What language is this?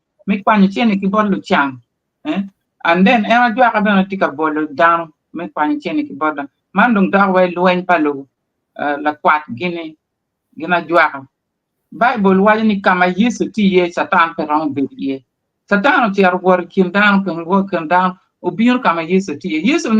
Acoli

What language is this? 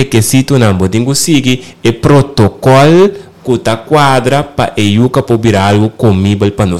Papiamento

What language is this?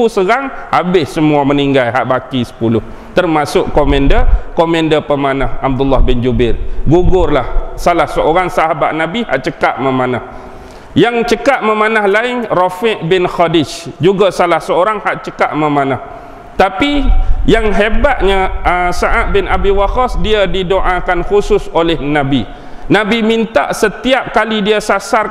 Malay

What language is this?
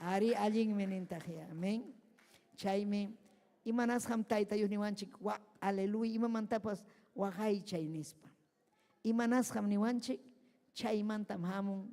Ayacucho Quechua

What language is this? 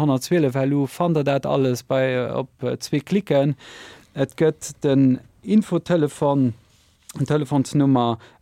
Luxembourgish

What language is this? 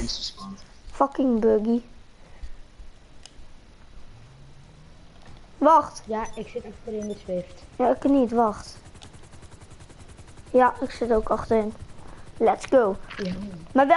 Dutch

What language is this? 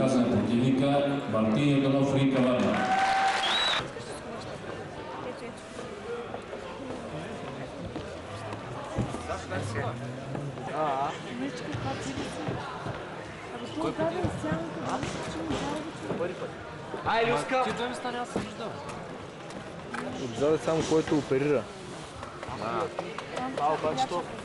Bulgarian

